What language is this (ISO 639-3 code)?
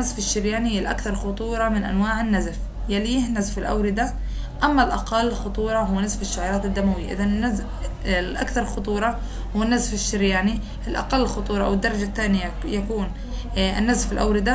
ara